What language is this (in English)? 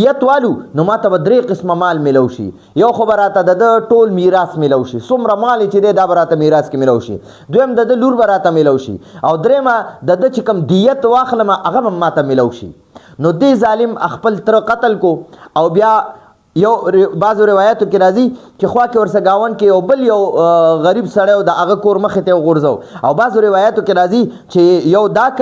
Pashto